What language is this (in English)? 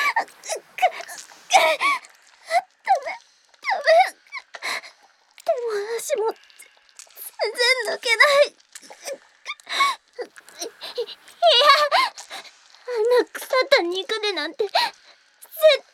Japanese